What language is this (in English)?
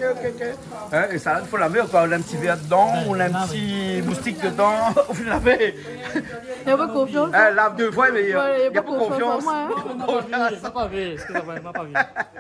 Réunion Creole French